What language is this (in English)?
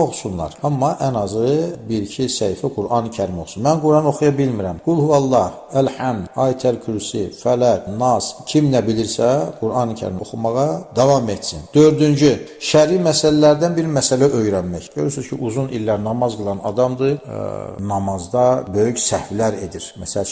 Azerbaijani